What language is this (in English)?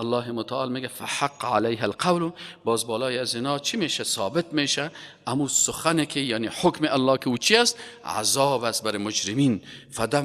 Persian